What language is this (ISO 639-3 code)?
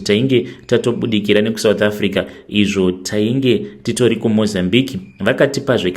sna